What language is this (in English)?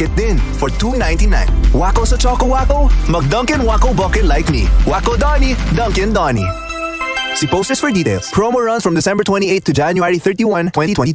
Hiligaynon